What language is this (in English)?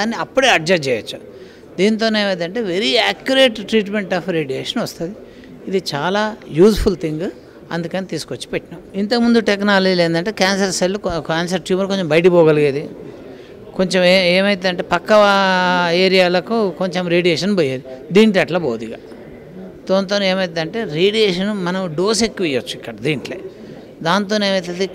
Telugu